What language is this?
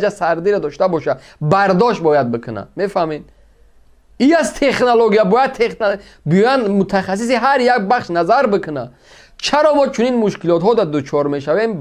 Tajik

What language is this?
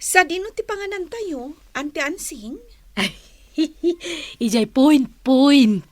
Iloko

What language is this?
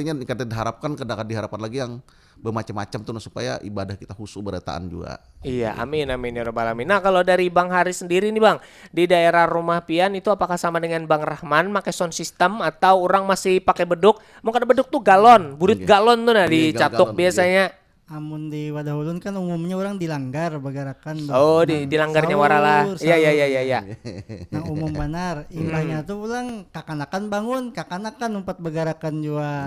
Banjar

